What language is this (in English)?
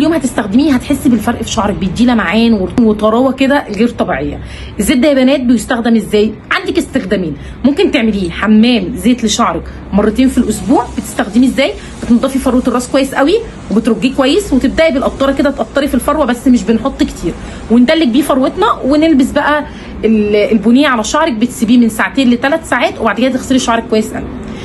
Egyptian Arabic